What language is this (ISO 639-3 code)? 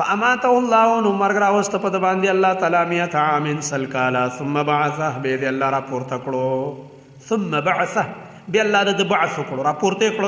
pus